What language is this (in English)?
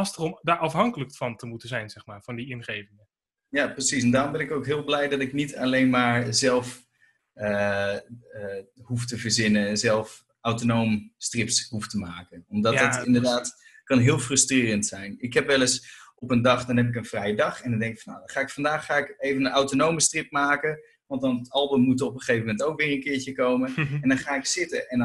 Dutch